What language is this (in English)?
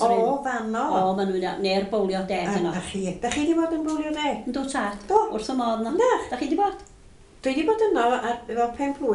Welsh